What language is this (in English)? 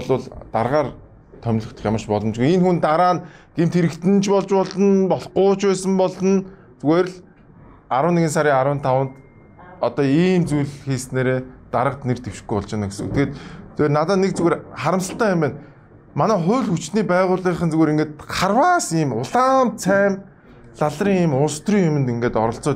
Mongolian